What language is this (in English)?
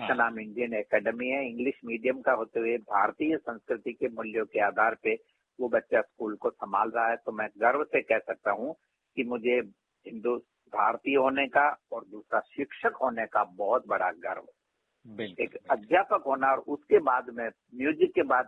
Hindi